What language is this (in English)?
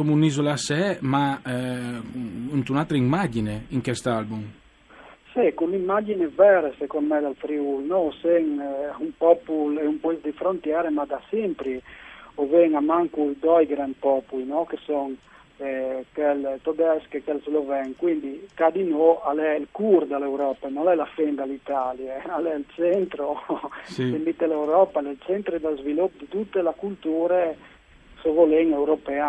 Friulian